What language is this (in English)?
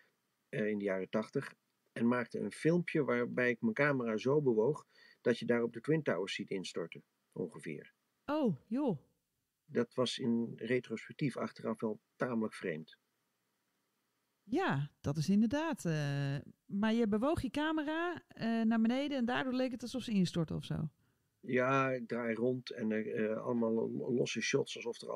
Dutch